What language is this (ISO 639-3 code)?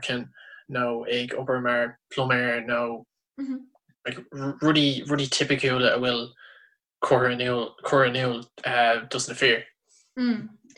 gle